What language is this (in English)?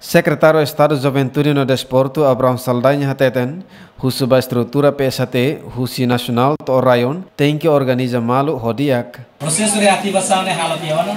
Tetum